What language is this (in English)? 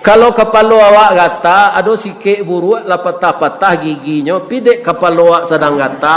Minangkabau